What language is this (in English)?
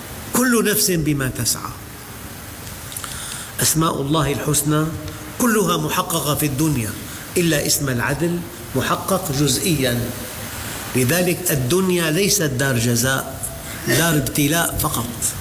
Arabic